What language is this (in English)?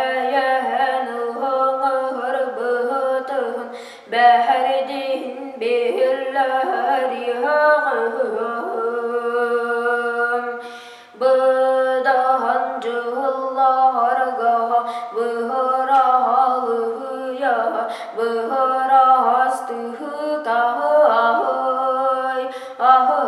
Yakut